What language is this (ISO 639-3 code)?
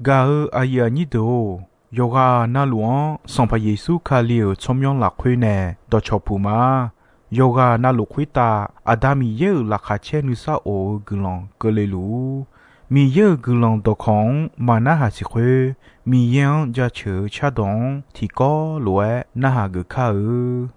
ahk